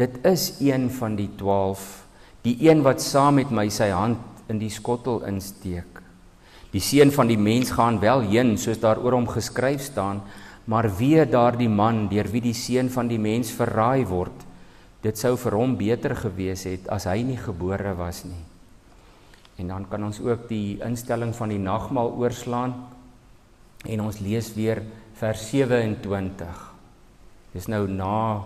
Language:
Afrikaans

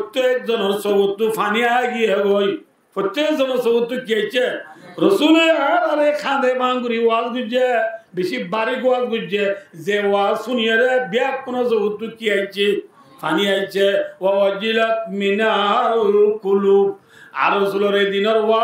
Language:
Rohingya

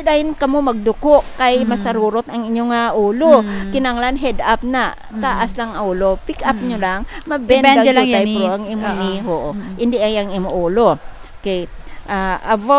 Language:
Hiligaynon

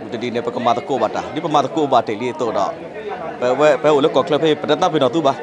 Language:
S'gaw Karen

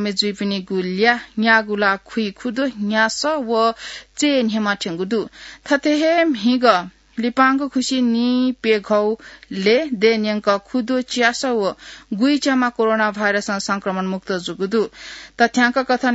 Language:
Newari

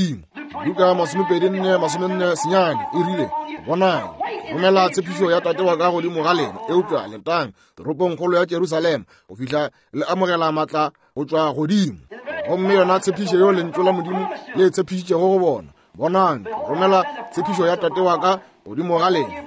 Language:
Northern Sotho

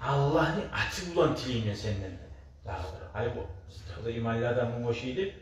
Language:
Kumyk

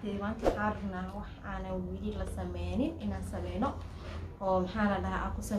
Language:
Somali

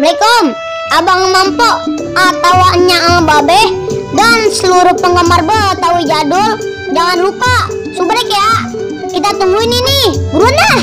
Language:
Betawi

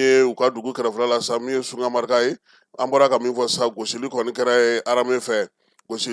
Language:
Bambara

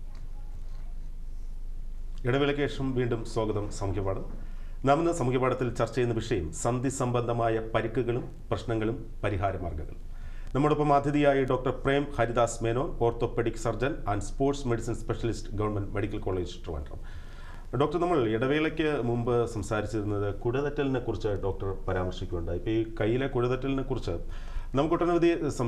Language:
Malayalam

